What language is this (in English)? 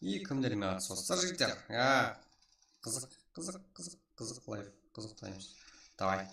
Kara-Kalpak